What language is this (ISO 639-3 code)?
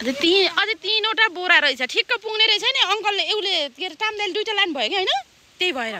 nep